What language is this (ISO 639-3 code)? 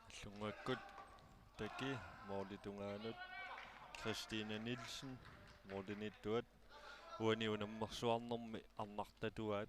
kal